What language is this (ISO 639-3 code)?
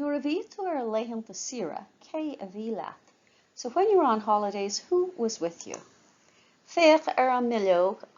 gle